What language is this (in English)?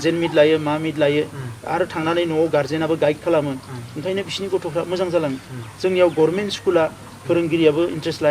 Bodo